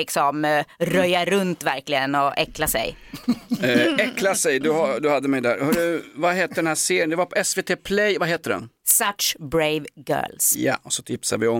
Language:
Swedish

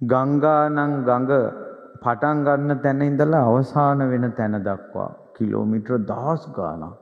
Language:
Sinhala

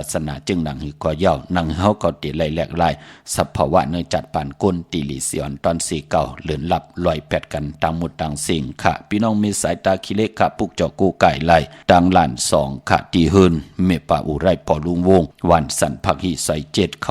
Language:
Shan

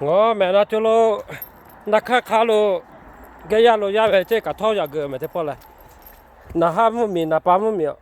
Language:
Lahu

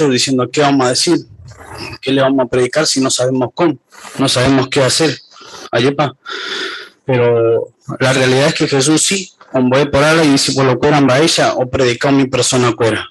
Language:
Guarani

